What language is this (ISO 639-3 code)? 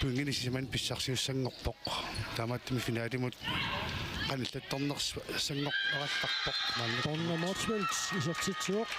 kal